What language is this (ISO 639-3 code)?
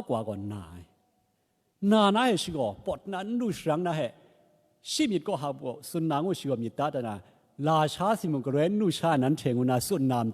kac